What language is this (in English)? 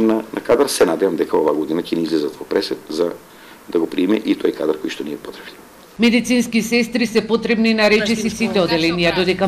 Macedonian